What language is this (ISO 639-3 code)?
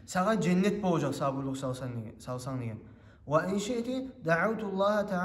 kum